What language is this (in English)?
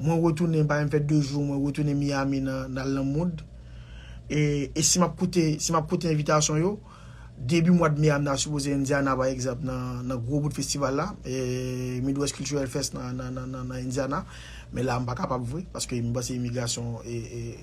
Haitian Creole